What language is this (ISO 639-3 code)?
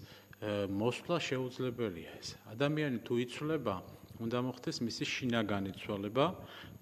kat